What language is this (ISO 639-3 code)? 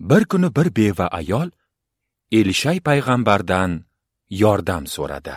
uzb